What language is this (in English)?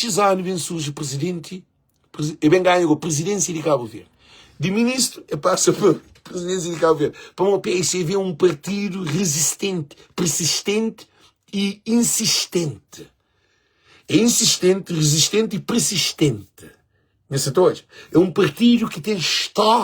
Kabuverdianu